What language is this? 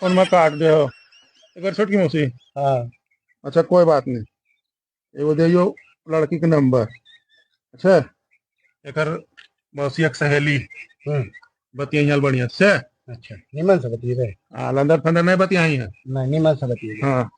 Magahi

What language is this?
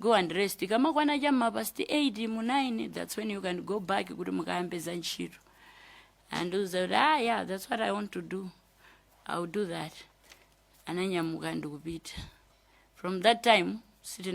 Nyanja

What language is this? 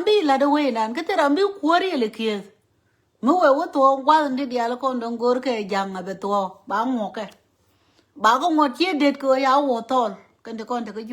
Nuer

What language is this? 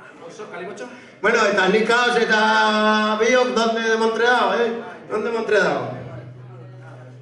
Basque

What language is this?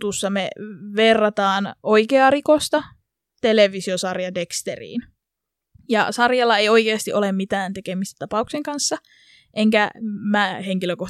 Finnish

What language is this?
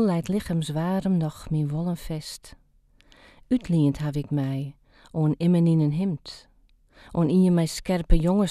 Western Frisian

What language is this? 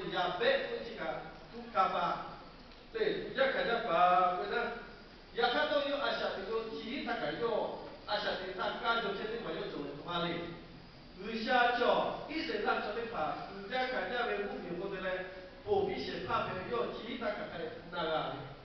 Lahu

